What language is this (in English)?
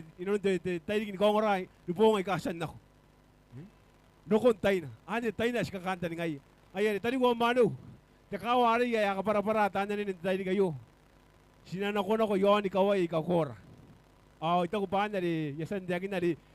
Gilbertese